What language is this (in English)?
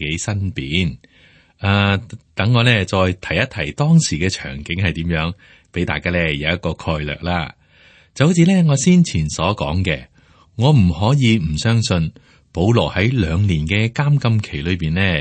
Cantonese